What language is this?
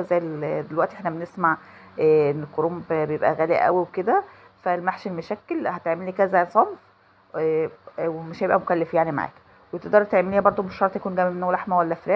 Egyptian Arabic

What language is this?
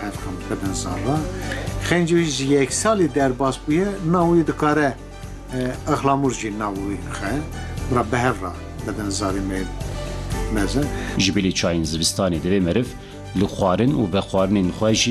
Kurdish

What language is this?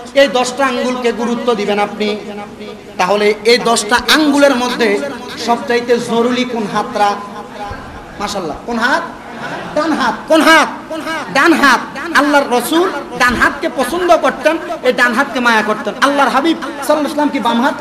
Bangla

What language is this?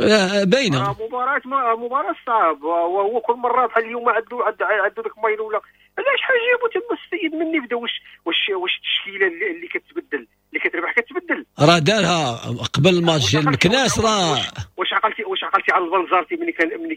Moroccan Arabic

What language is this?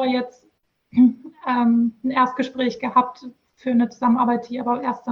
German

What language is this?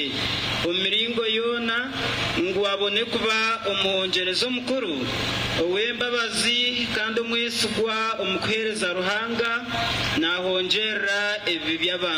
Nyankole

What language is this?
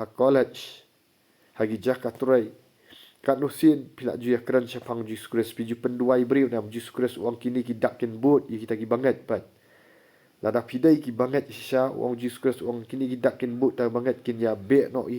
Khasi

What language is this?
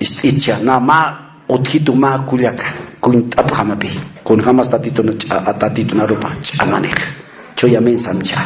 Aymara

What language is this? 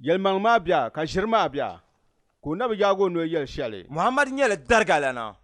Dagbani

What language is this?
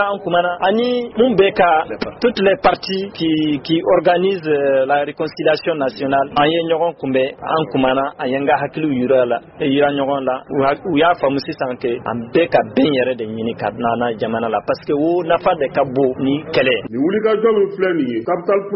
Bambara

